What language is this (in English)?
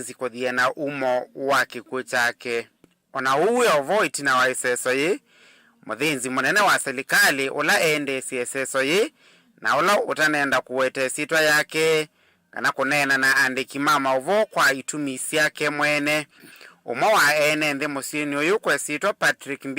Kamba